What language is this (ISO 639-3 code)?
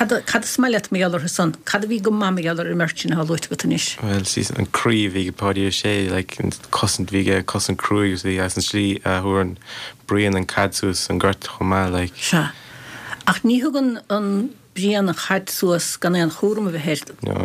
gle